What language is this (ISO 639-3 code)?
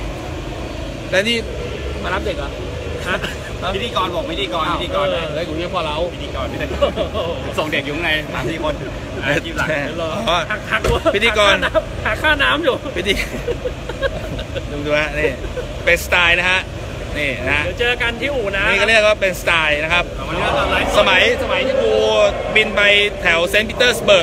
tha